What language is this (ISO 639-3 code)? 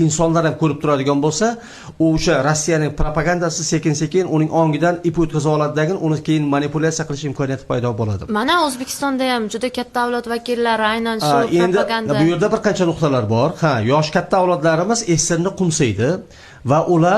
uzb